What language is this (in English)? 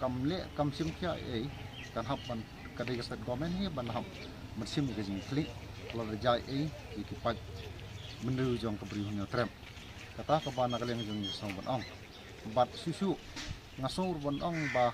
Khasi